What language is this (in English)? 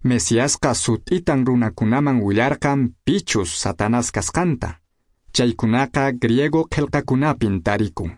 Quechua